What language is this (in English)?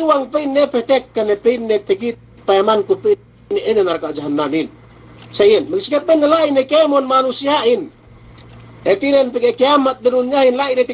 Yakan